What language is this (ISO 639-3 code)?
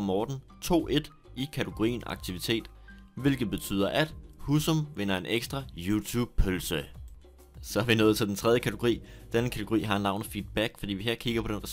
dan